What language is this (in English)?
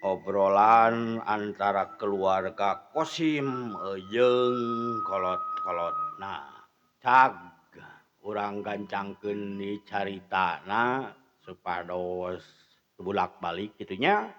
Sundanese